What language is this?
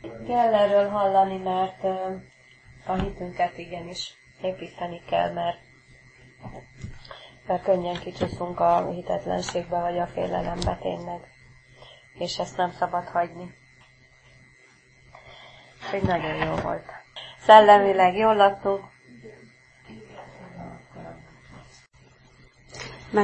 Hungarian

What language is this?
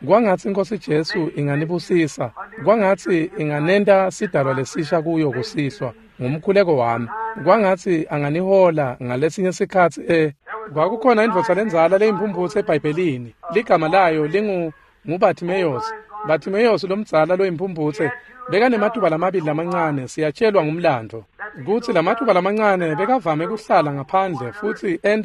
Swati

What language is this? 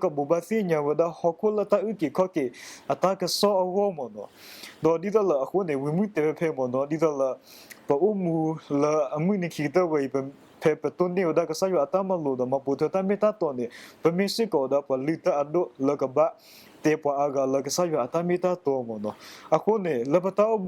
S'gaw Karen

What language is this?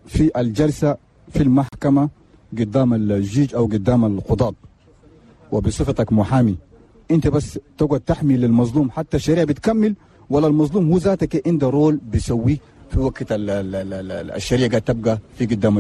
Chadian Arabic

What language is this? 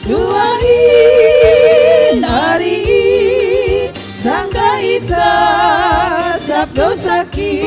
Batak Simalungun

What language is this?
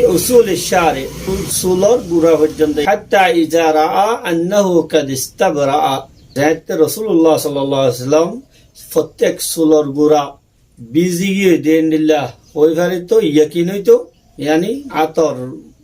Rohingya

